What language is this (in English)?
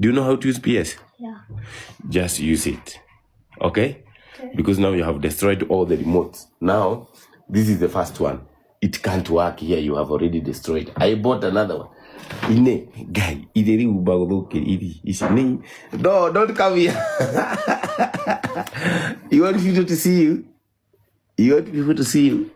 Kikuyu